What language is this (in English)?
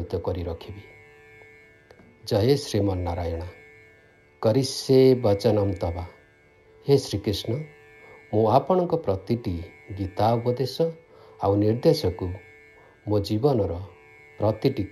Odia